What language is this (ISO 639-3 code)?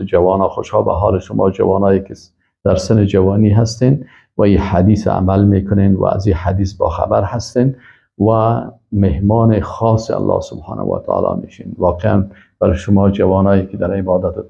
fas